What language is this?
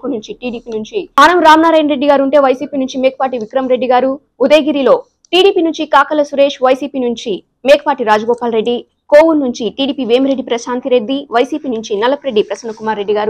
Telugu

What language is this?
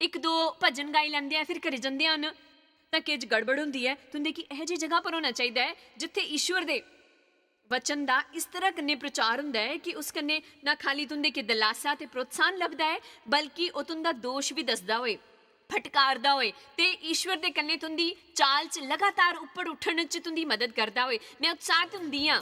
Dogri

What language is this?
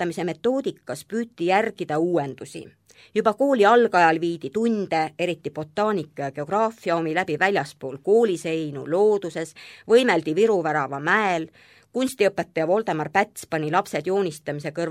Estonian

